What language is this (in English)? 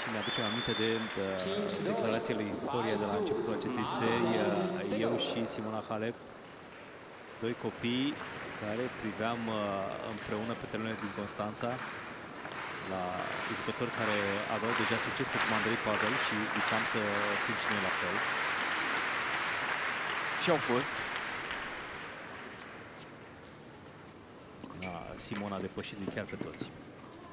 Romanian